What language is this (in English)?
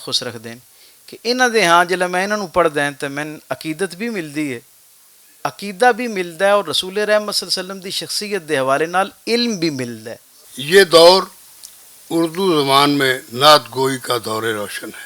Western Panjabi